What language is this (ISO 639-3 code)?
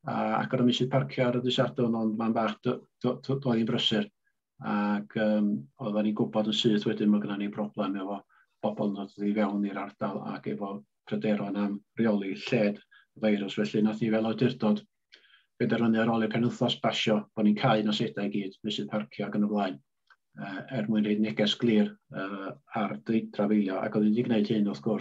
cym